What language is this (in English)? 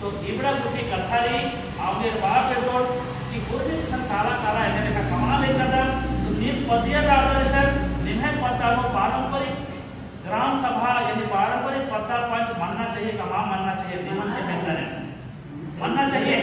Kurukh